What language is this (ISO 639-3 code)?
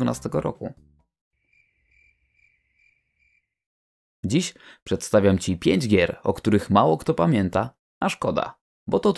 pol